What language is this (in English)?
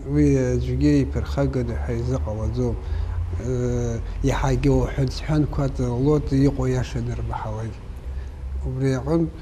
Abkhazian